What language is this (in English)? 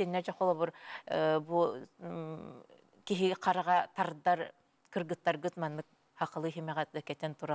Yakut